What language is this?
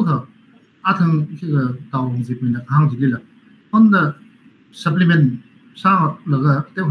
Tangkhul Naga (India)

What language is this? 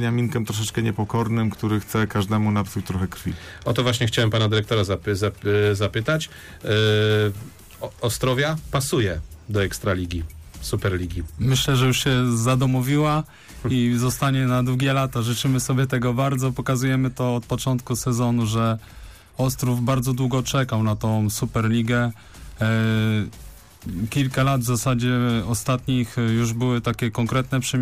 Polish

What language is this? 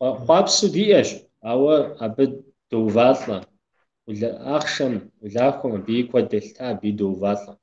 Kabardian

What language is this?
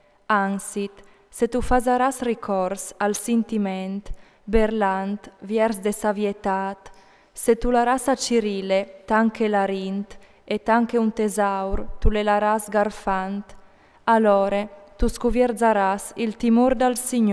Friulian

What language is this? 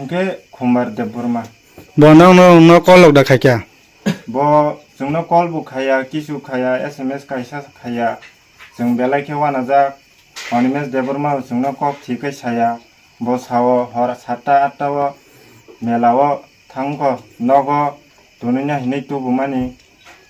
Kok Borok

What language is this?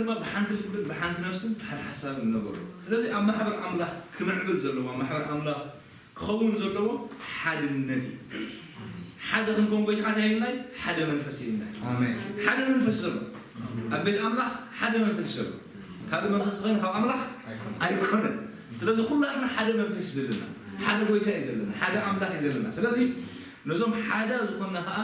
Tigrinya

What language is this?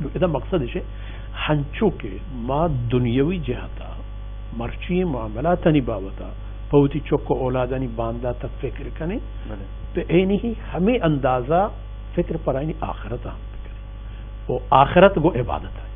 Baluchi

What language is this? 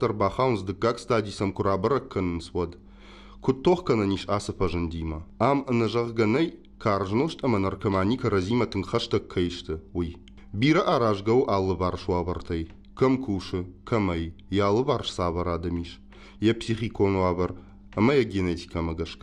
Ossetic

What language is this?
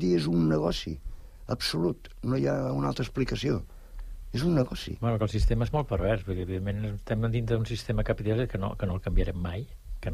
Catalan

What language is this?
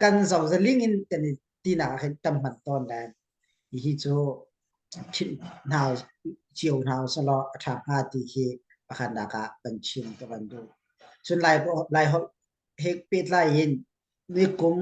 Hakha Chin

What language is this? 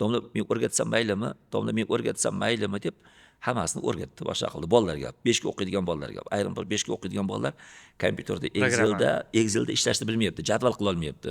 Uzbek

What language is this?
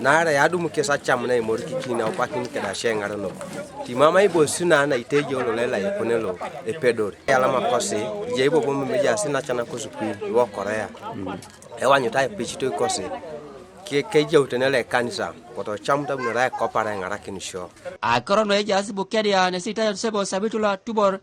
Teso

